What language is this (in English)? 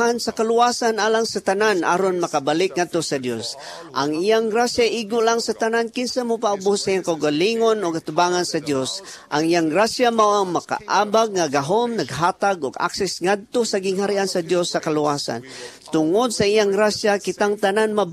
Cebuano